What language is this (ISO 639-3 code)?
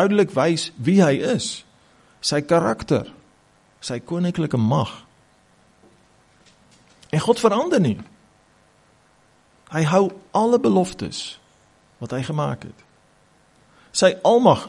afr